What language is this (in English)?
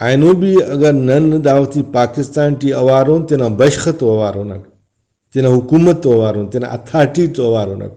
Brahui